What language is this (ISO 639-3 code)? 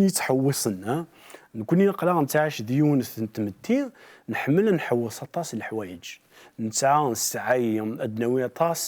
kab